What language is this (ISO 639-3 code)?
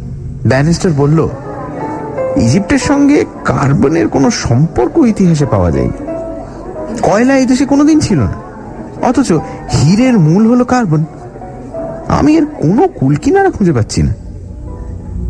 ben